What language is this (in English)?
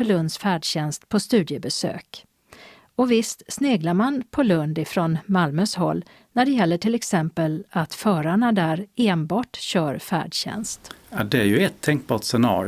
Swedish